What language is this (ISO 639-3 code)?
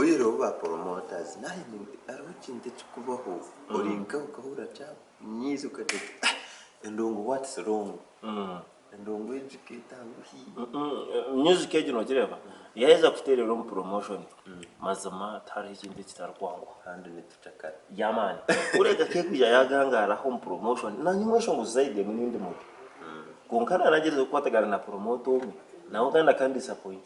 nyn